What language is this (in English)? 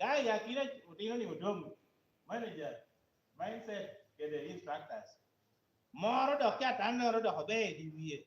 Lango (Uganda)